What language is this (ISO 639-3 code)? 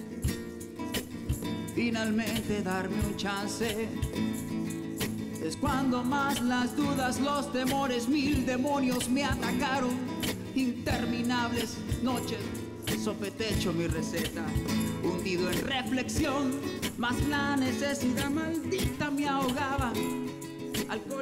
spa